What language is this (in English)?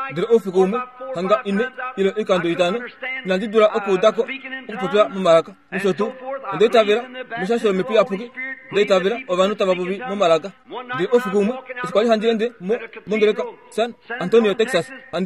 Kuanyama